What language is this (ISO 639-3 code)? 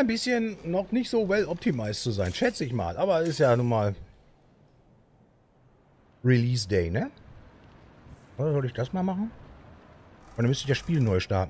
deu